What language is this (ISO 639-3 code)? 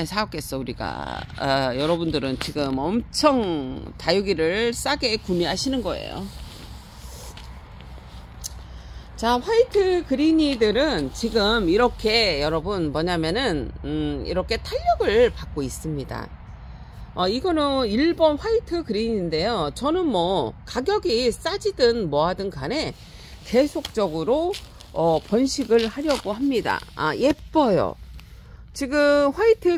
kor